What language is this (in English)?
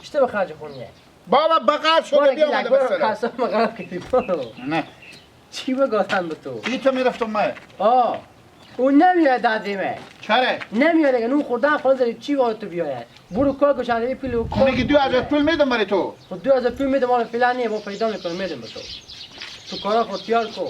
Hazaragi